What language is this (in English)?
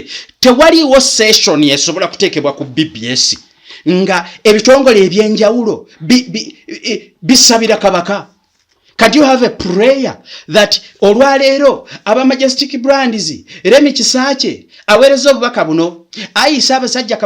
Ganda